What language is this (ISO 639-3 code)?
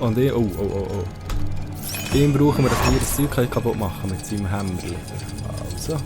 gsw